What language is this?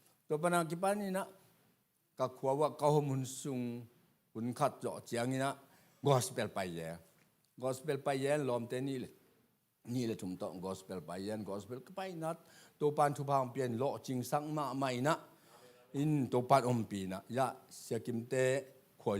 Tedim Chin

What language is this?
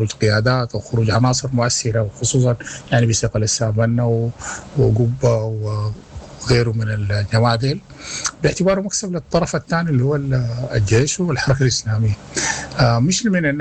Sudanese Arabic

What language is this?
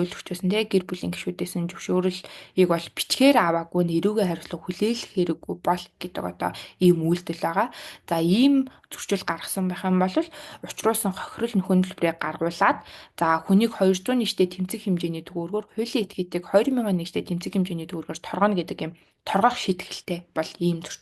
Mongolian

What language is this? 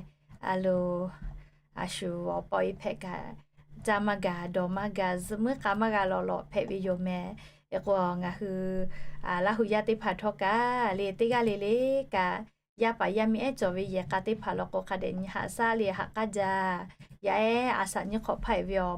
Lahu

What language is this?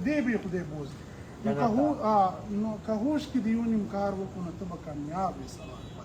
Pashto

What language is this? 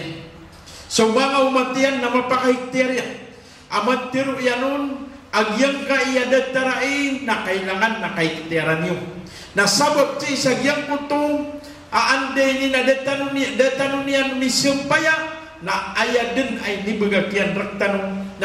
Maranao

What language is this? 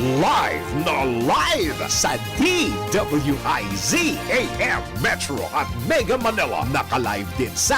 Bikol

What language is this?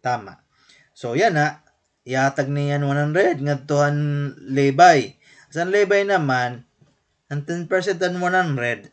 Waray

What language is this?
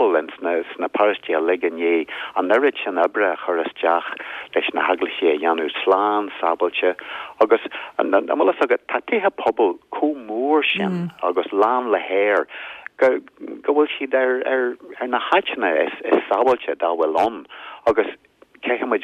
Irish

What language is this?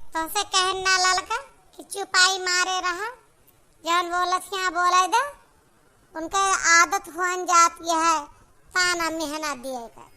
Awadhi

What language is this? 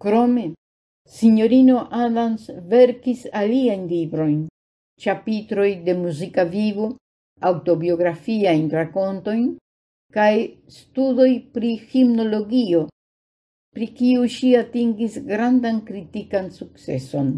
Esperanto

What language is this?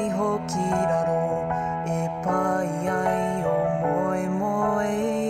Māori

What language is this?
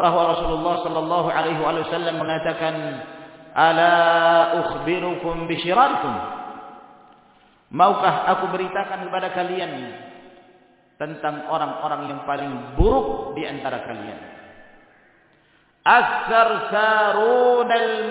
Indonesian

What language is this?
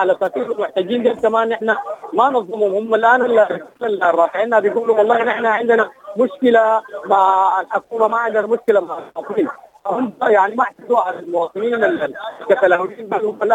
Sudanese Arabic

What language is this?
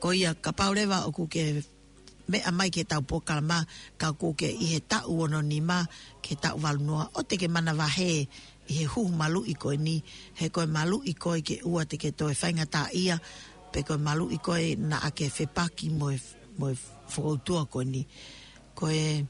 Tongan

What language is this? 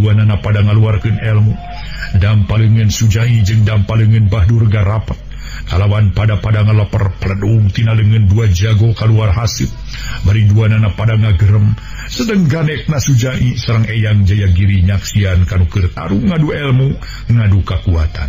Sundanese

